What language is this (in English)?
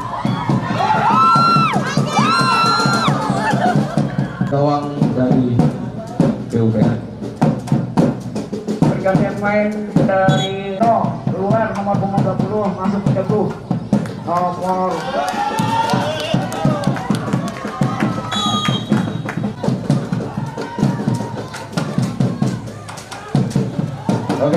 Indonesian